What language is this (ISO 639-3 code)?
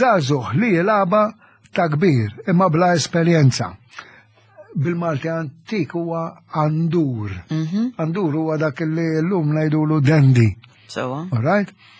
mlt